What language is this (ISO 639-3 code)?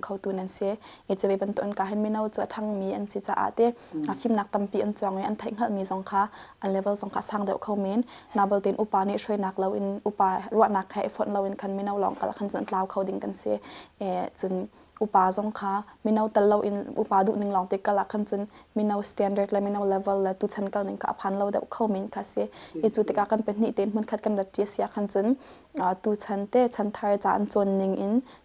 cnh